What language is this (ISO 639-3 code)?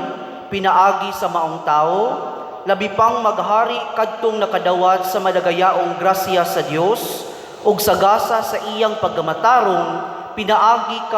ceb